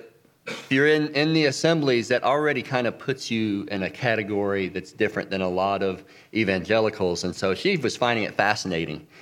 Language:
English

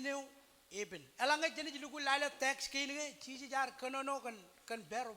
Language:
Marshallese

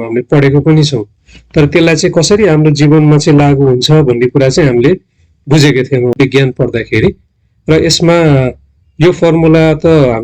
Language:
Nepali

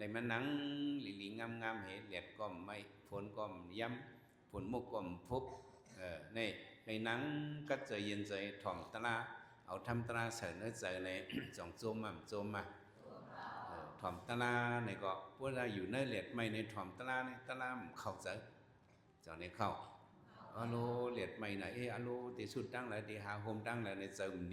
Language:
Shan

